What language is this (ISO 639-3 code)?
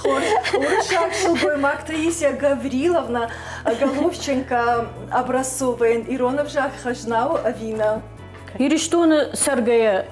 oss